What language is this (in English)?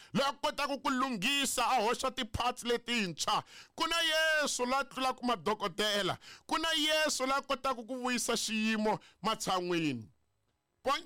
Tsonga